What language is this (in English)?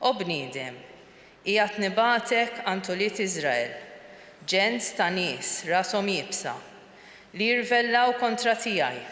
Maltese